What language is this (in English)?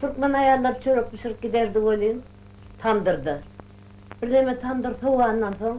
Turkmen